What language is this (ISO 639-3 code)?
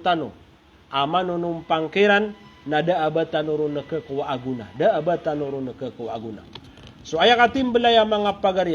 mrw